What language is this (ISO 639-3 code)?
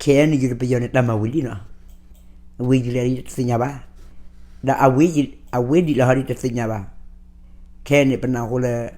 ksw